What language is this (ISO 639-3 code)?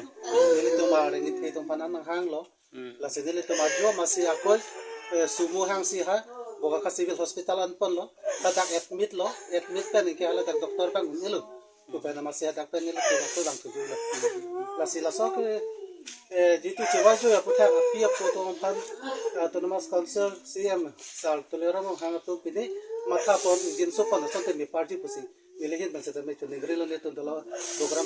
mjw